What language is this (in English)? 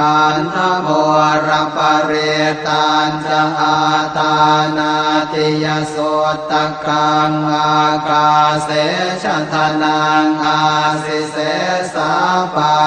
Pali